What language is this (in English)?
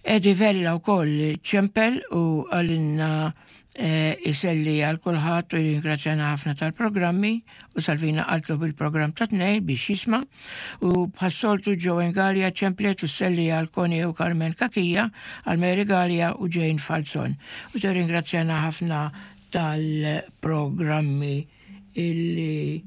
Maltese